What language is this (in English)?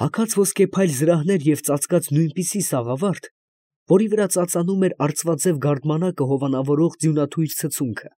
Armenian